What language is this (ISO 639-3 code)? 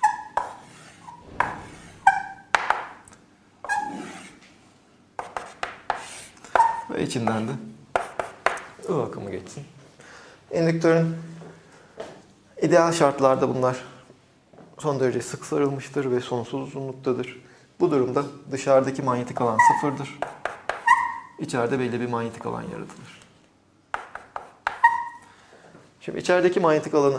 tur